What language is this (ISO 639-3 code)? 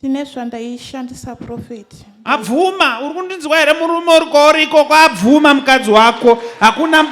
sna